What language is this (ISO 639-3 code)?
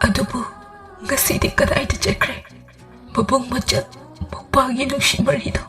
mni